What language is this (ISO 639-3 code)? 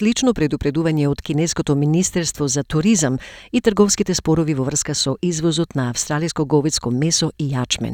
mkd